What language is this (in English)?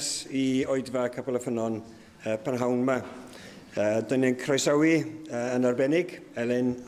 Welsh